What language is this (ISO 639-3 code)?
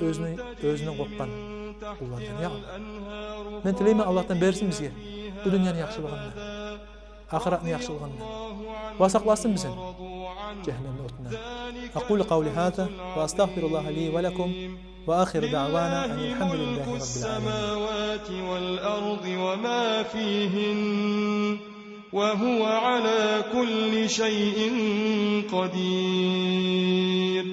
kum